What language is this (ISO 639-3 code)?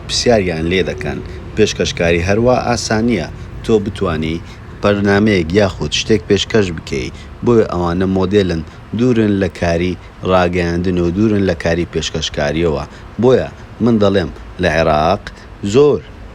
ckb